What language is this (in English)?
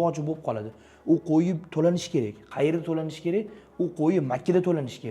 Uzbek